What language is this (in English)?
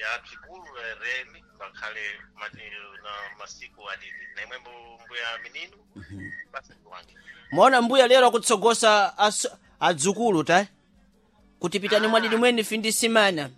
Sena